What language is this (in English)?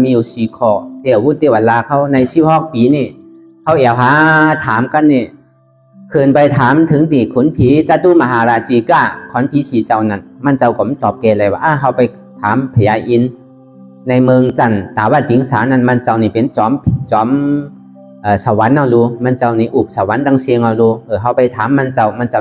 Shan